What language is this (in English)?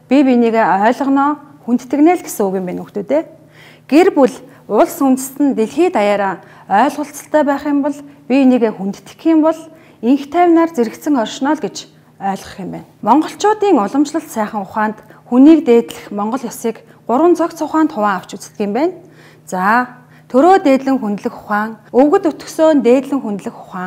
Mongolian